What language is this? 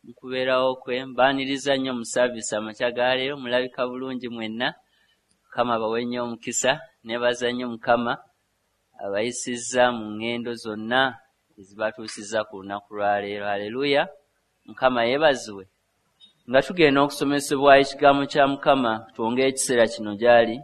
Ganda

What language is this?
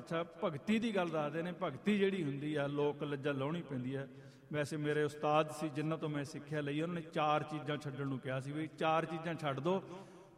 Punjabi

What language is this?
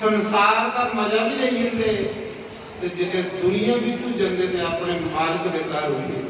Dogri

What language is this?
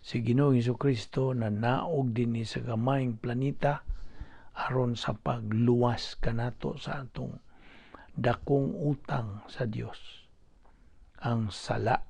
Cebuano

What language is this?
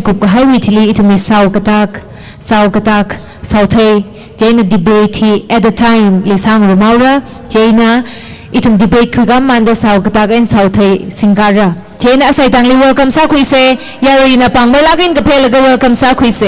Tangkhul Naga (India)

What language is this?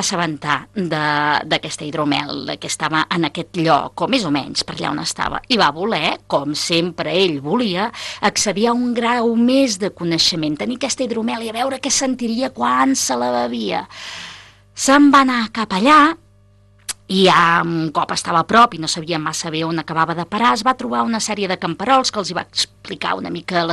Catalan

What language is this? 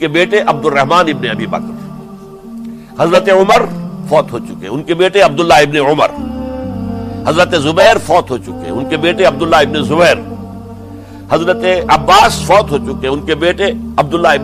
Urdu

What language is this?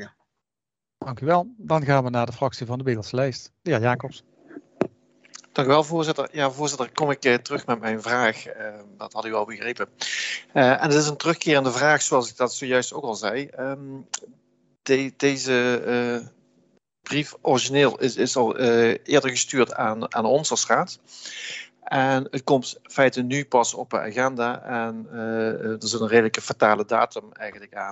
Dutch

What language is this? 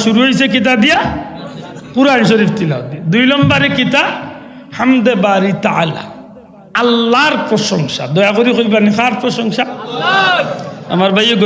Sylheti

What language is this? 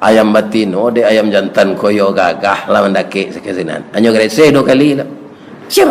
Minangkabau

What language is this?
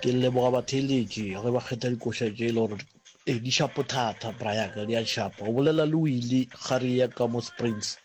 Northern Sotho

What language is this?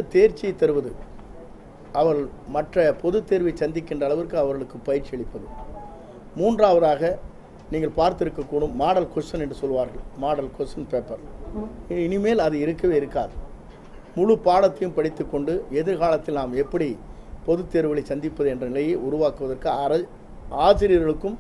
Tamil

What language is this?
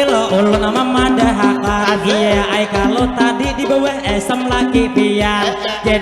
Banjar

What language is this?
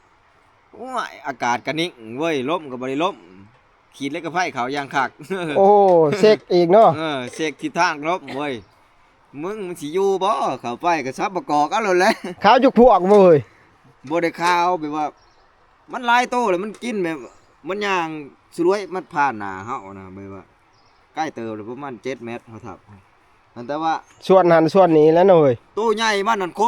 Northeastern Thai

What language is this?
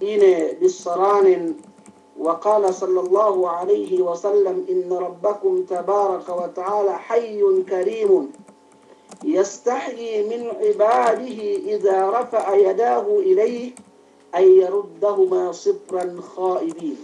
Yakan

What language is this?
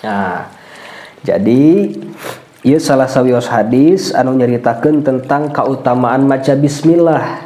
Sundanese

